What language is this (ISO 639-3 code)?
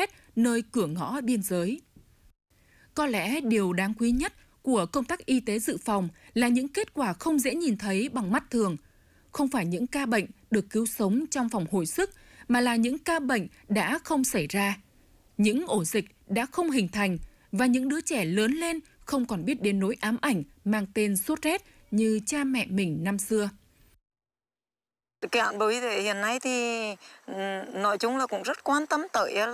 vie